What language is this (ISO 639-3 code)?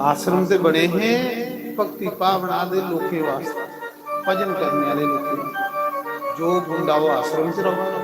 doi